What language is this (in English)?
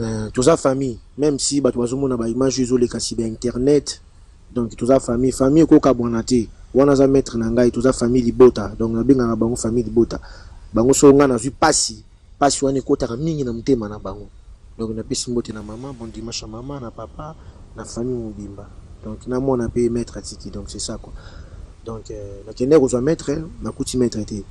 Lingala